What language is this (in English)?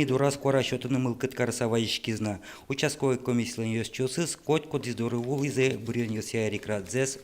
Udmurt